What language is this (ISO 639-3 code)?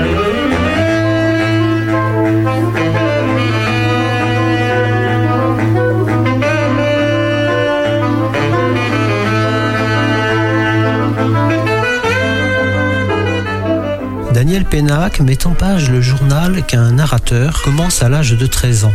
fra